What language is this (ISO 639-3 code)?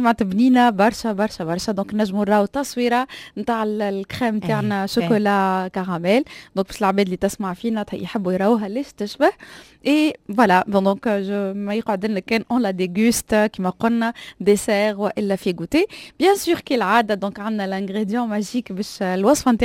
aeb